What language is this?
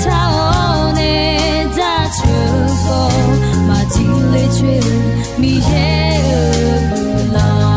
Akha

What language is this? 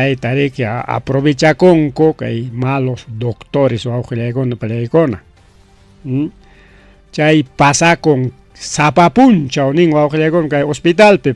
Ayacucho Quechua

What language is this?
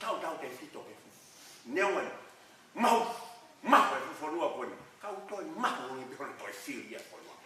Tongan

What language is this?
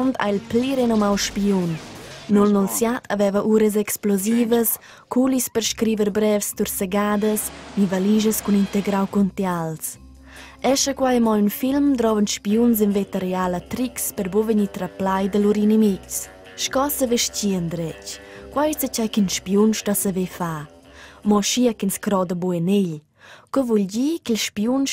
Romansh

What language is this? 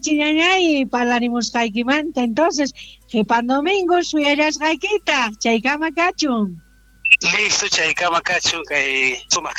South Bolivian Quechua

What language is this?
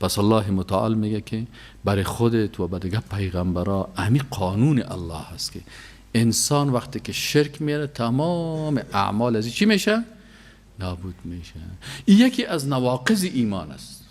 Persian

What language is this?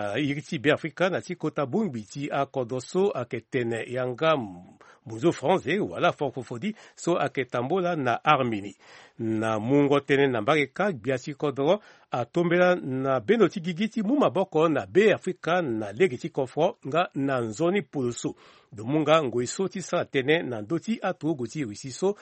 Sango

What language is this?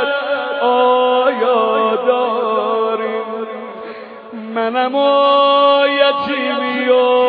Persian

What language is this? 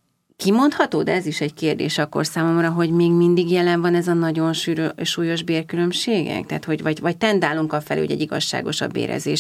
Hungarian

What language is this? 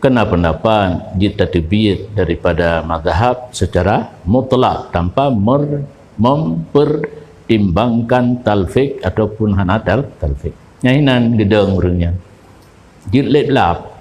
Achinese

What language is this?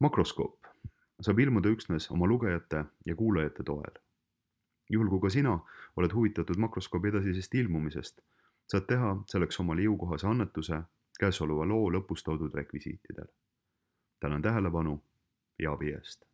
Estonian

